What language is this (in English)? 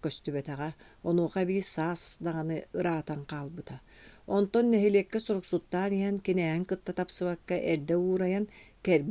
Yakut